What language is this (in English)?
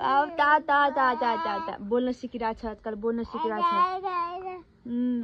Nepali